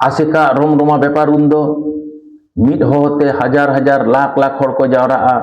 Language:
Santali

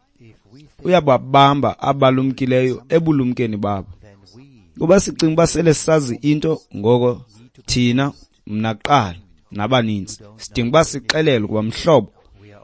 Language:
Xhosa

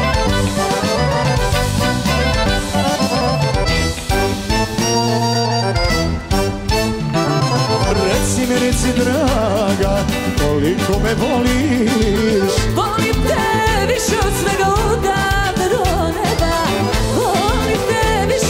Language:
Croatian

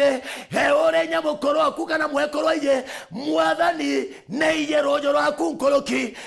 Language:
Meru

